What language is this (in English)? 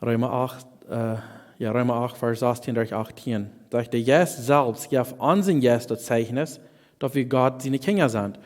Plautdietsch